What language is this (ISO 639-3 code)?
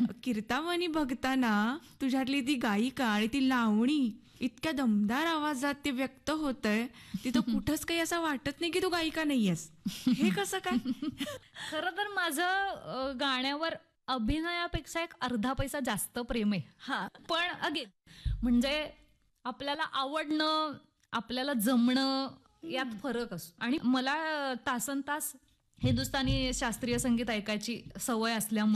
mar